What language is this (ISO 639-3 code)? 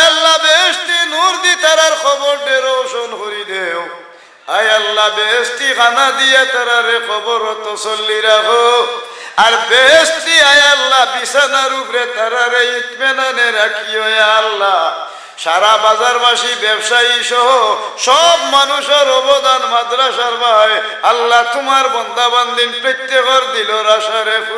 syl